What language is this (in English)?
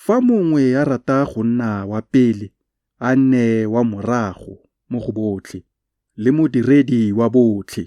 Tswana